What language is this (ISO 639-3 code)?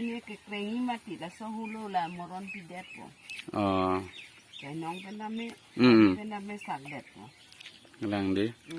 mjw